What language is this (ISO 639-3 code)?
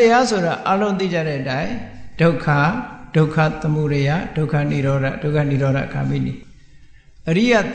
mya